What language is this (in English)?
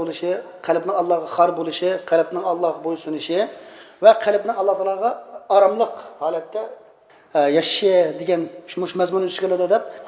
Uyghur